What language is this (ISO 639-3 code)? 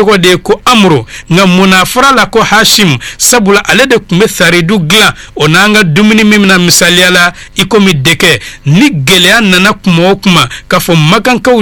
bam